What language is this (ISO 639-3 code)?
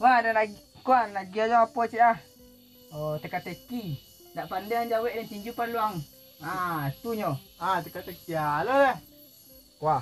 min